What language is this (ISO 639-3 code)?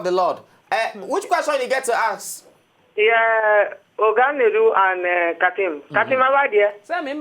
pcm